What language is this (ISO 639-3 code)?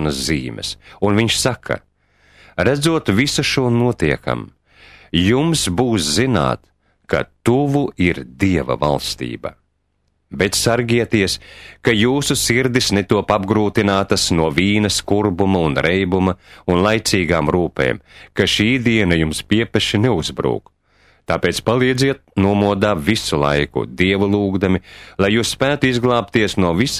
lav